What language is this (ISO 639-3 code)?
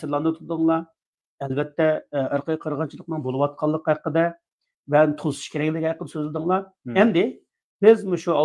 uig